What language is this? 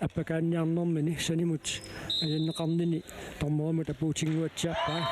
Kalaallisut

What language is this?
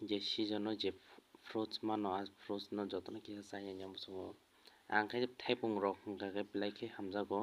Kok Borok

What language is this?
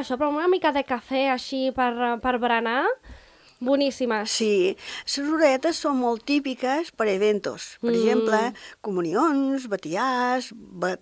Catalan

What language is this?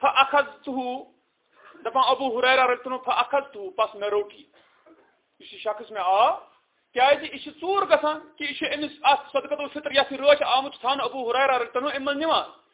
Kashmiri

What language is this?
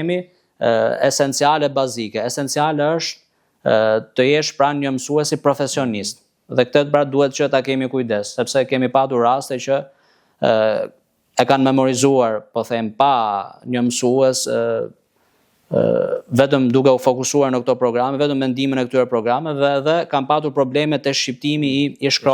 Albanian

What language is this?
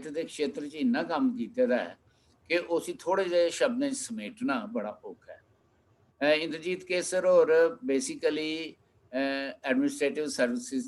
Dogri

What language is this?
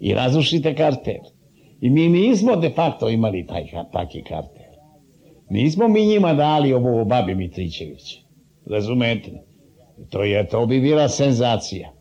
Serbian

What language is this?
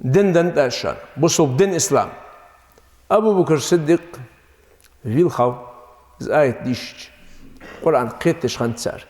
Ingush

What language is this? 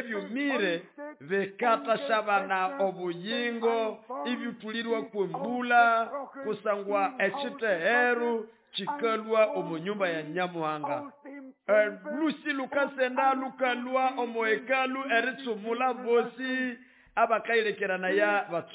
Nande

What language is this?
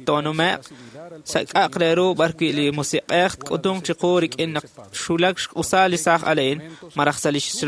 Kekchí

